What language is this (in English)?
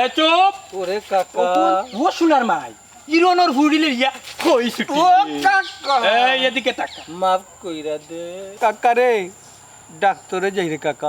Sylheti